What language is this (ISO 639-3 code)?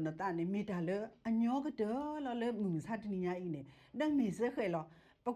ksw